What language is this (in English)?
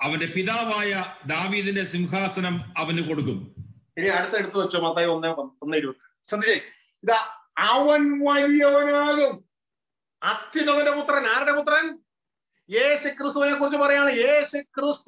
Malayalam